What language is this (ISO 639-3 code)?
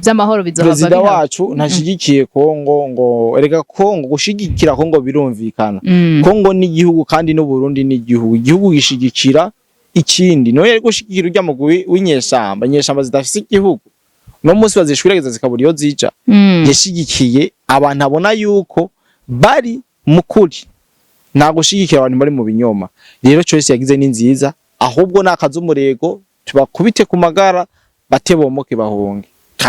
run